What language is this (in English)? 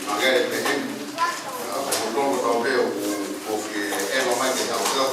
Tongan